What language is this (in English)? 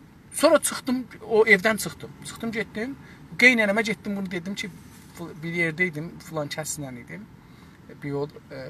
South Azerbaijani